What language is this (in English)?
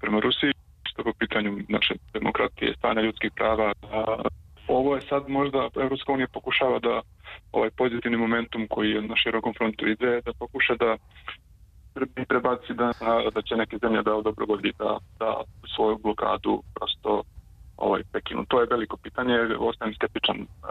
Serbian